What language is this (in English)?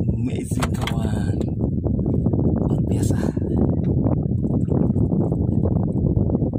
Indonesian